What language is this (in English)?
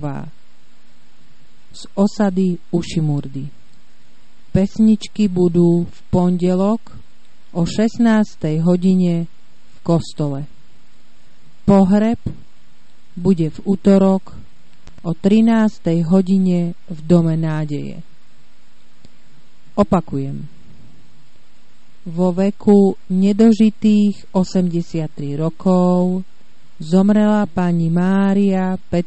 Slovak